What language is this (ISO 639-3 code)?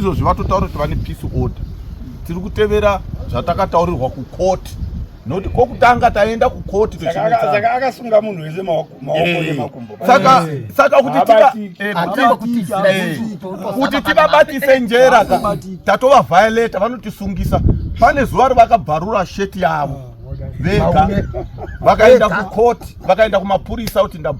sna